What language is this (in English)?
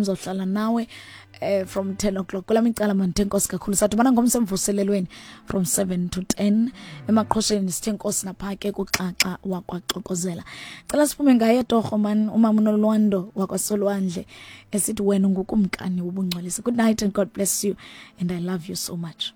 Xhosa